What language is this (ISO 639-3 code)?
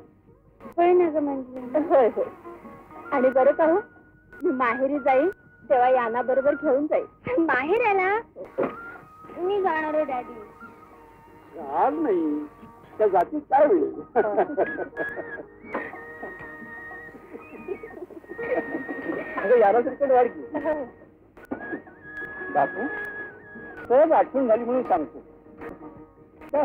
mar